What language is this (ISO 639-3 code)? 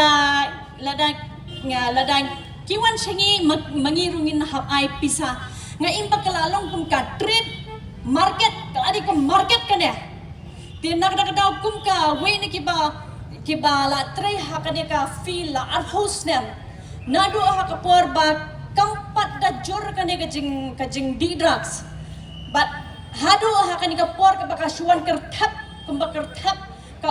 kha